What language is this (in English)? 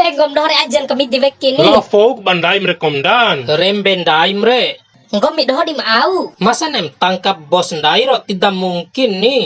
Bima